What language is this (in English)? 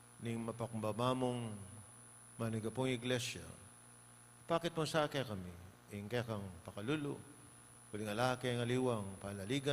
Pampanga